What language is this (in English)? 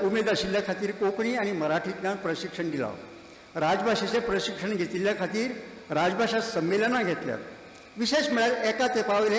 Konkani